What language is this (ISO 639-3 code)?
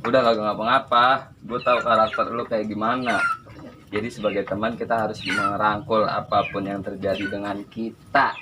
bew